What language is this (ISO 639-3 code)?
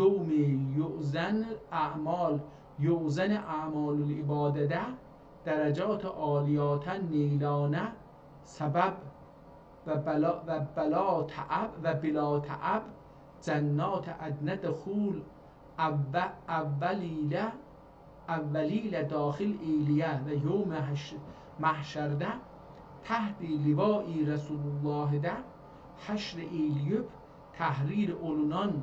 azb